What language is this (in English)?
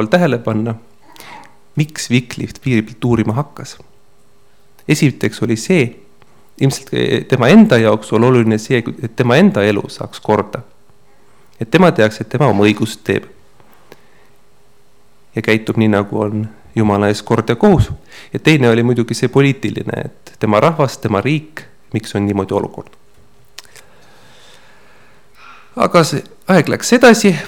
Estonian